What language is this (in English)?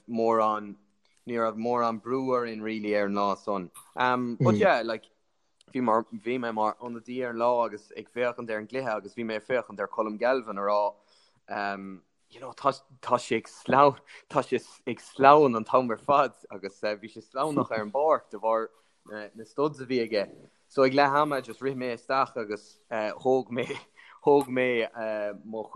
Irish